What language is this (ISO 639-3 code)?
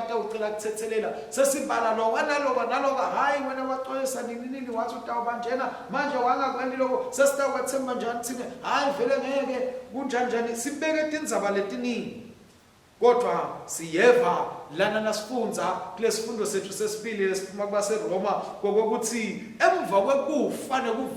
ssw